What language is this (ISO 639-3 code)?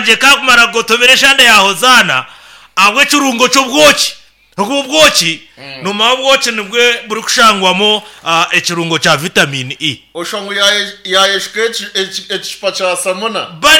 nyn